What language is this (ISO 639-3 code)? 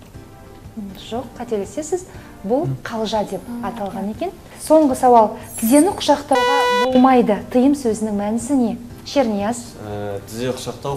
kaz